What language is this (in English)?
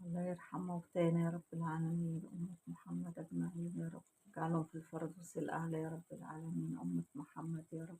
Egyptian Arabic